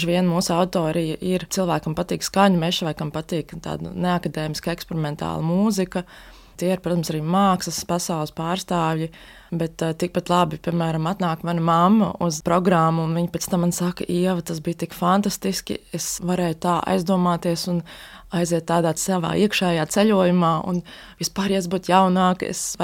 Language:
Latvian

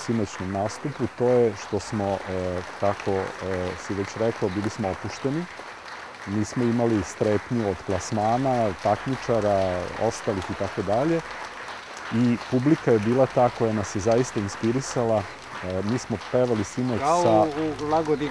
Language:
Serbian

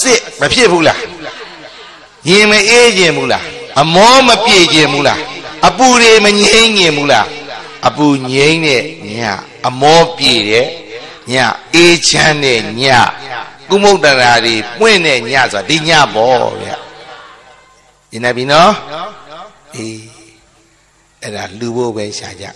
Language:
Burmese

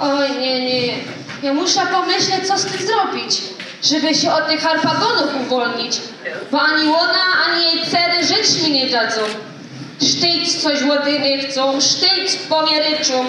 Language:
Silesian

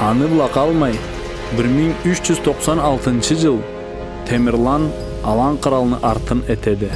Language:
Karachay-Balkar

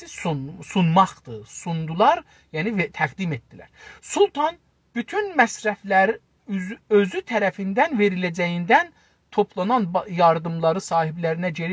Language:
South Azerbaijani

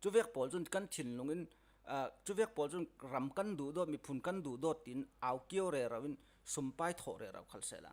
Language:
Falam Chin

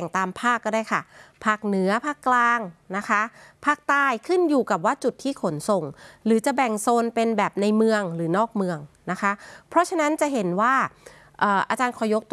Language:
Thai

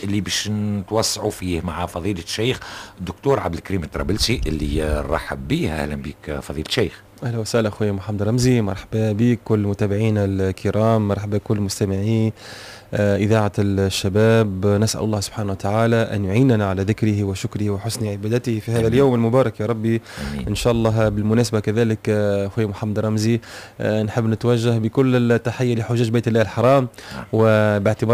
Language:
Tunisian Arabic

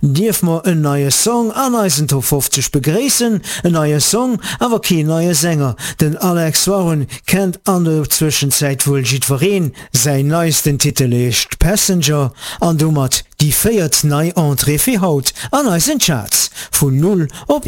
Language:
Luxembourgish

